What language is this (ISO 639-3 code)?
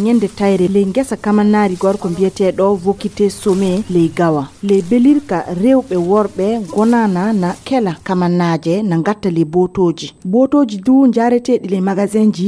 ful